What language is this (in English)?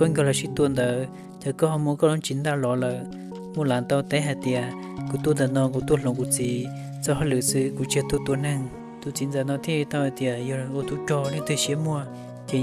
Hmong